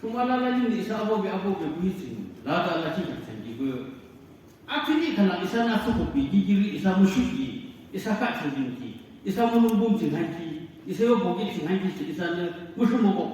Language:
Naga Pidgin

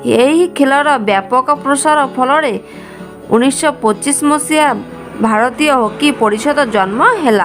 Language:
Odia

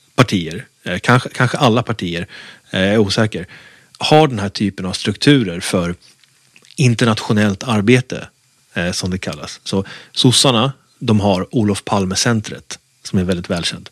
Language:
Swedish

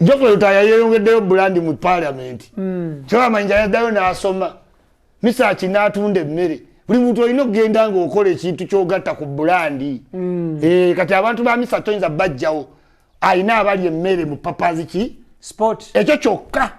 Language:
Ganda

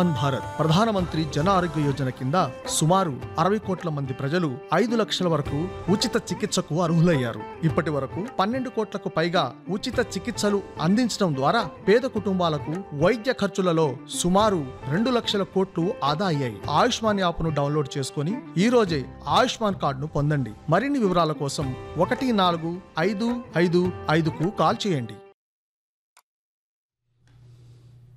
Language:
Telugu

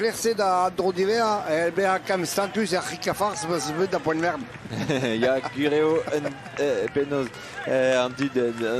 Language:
Breton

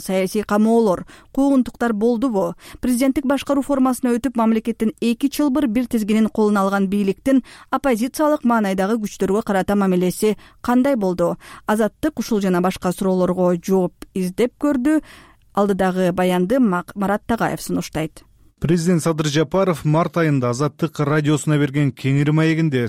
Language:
Kyrgyz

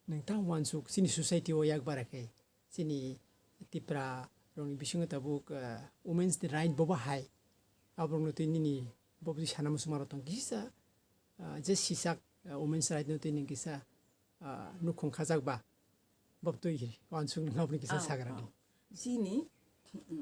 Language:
Kok Borok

